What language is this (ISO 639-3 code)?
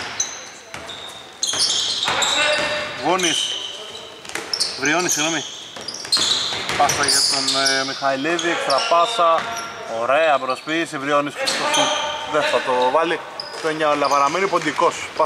ell